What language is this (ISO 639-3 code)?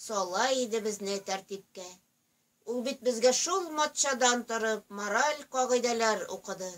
tat